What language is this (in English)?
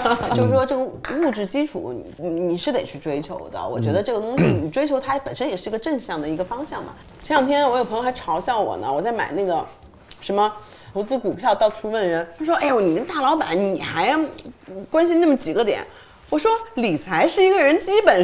Chinese